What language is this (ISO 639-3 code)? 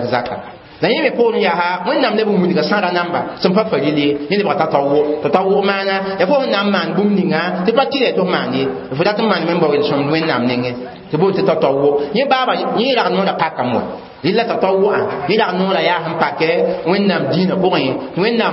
mos